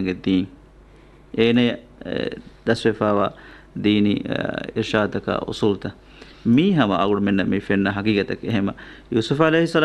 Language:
Divehi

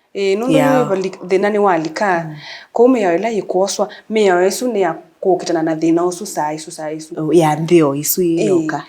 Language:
Kamba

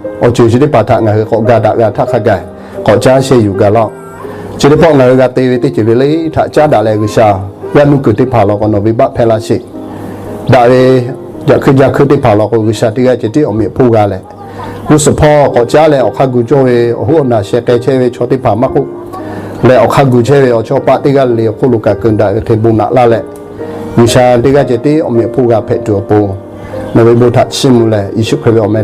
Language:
Lahu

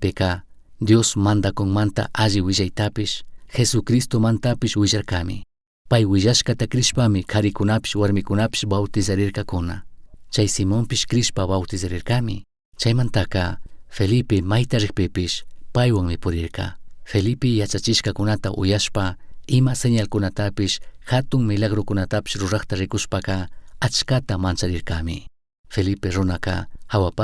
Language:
Chimborazo Highland Quichua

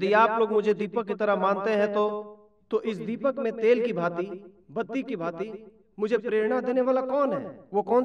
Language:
Hindi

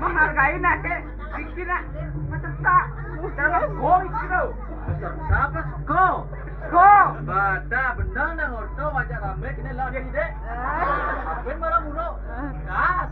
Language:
Balinese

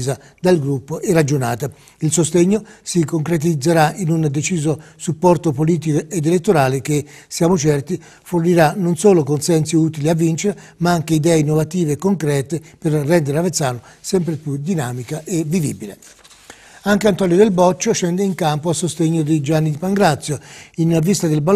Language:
Italian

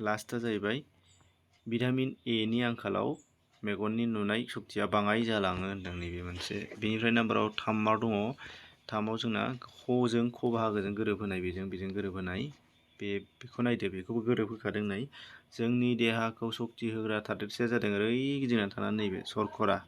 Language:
Bodo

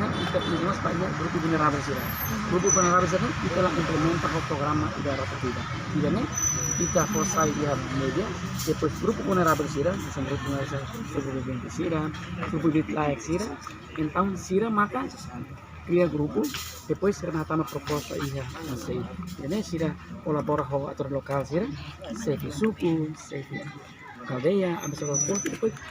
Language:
Tetum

